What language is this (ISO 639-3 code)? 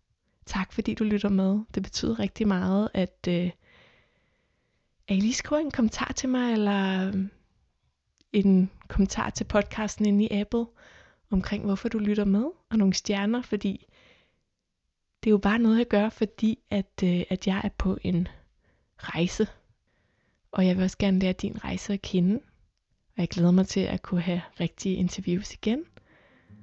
dan